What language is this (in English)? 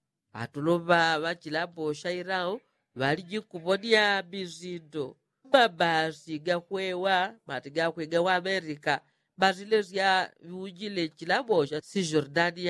Yao